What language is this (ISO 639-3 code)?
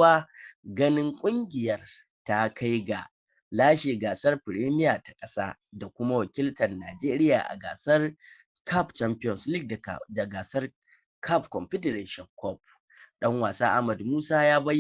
hau